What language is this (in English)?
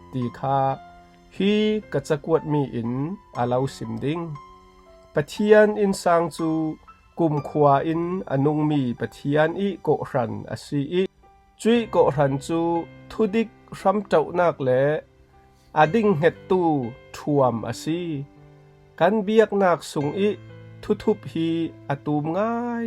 Falam Chin